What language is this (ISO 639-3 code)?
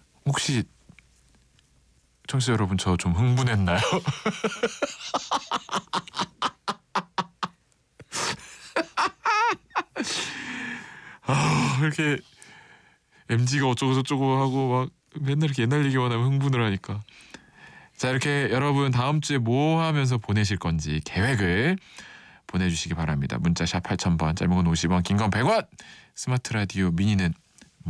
kor